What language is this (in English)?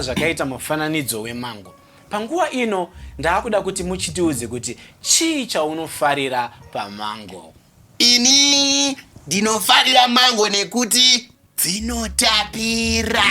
Shona